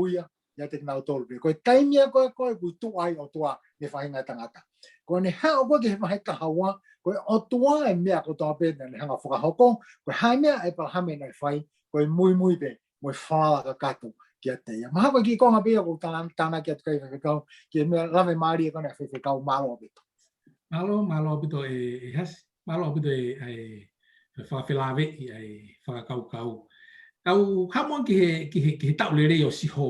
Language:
Tongan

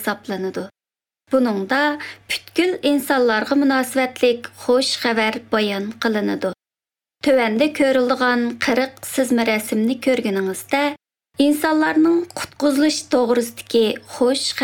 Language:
Uzbek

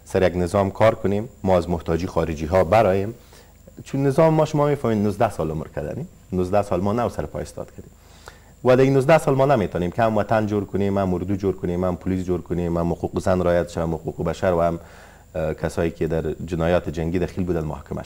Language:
Persian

